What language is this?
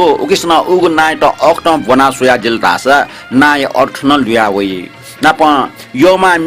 Newari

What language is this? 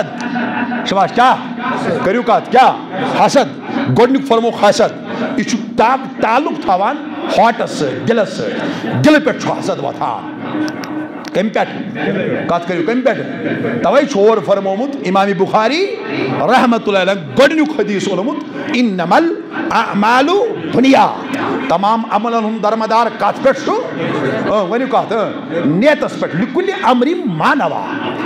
Kashmiri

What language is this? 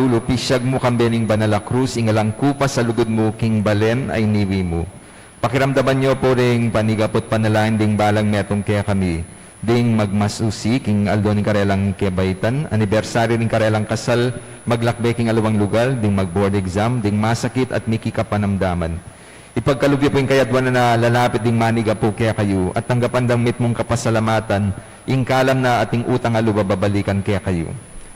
Pampanga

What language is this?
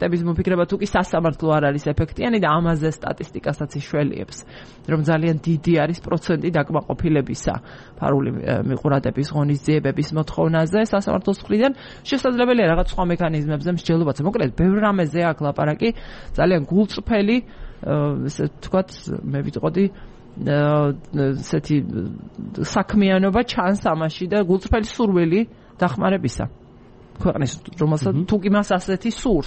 Georgian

